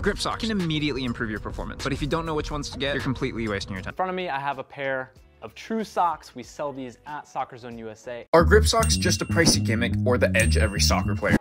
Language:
English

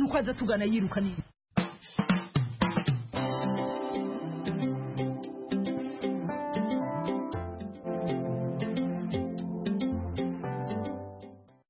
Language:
Kinyarwanda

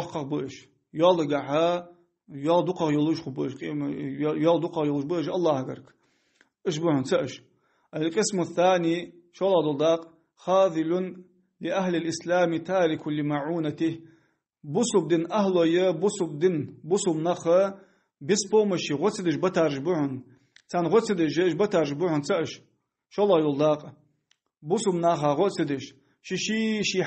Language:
Ingush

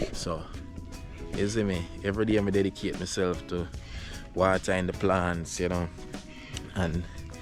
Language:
Jamaican Creole English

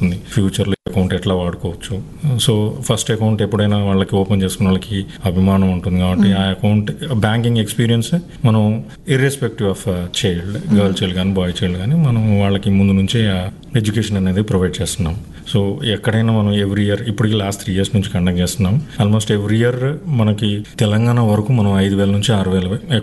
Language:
Telugu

